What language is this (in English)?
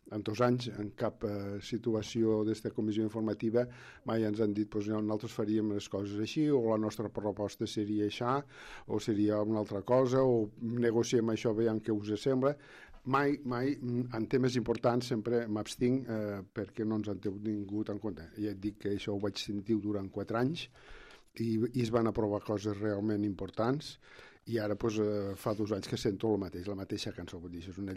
Catalan